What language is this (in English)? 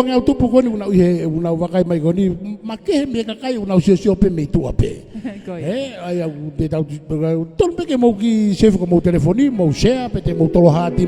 Tongan